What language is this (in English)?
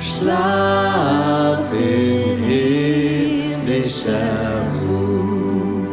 Swiss German